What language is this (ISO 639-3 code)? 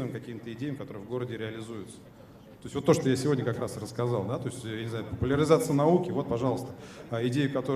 bak